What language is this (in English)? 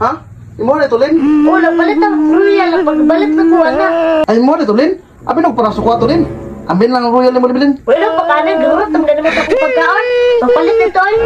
Cebuano